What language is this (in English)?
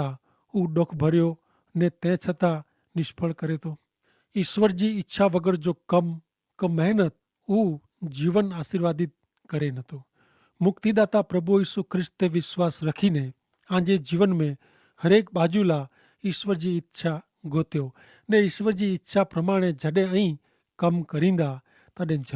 Kachhi